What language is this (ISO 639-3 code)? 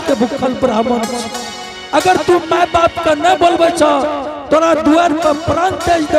anp